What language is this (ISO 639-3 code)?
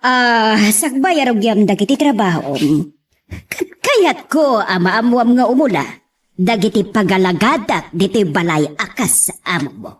ilo